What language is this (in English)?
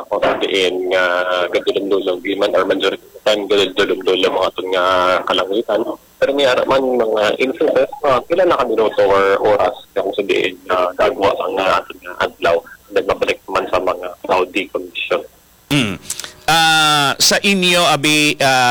Hiligaynon